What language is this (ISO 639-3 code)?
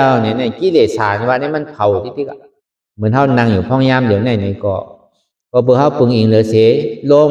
shn